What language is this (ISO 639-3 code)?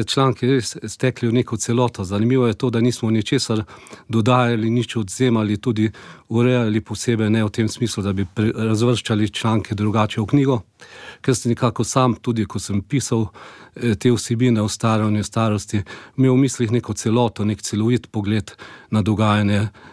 slv